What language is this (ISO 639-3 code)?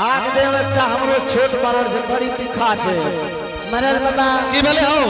anp